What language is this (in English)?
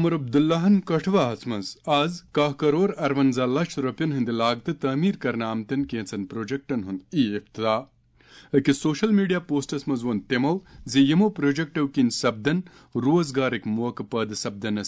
Kashmiri